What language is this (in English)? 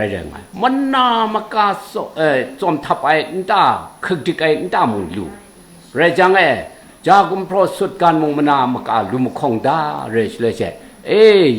Kachin